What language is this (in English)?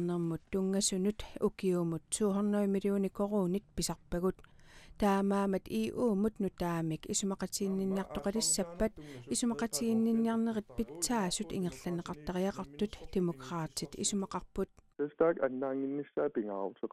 Kalaallisut